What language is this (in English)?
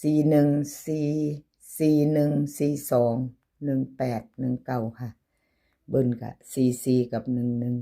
Northeastern Thai